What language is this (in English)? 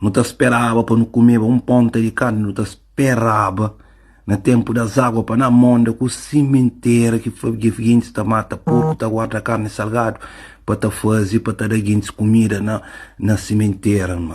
Kabuverdianu